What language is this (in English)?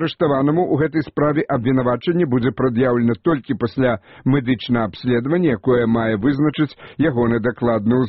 Belarusian